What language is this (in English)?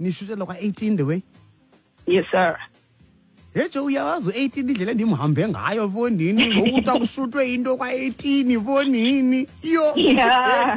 Xhosa